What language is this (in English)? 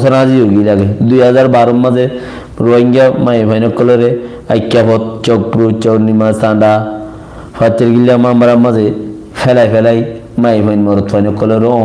Rohingya